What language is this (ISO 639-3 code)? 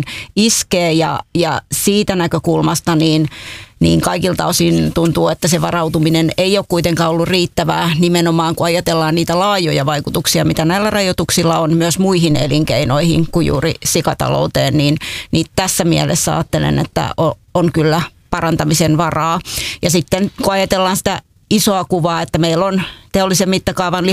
fin